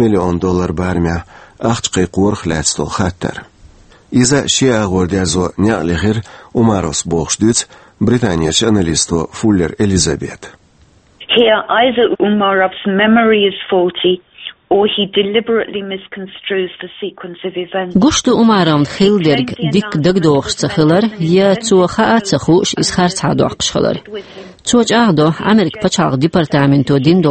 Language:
Chechen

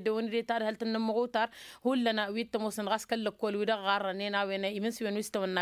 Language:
Tamasheq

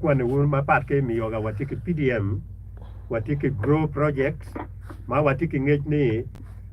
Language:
Acoli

